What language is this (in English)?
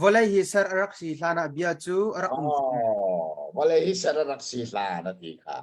Hakha Chin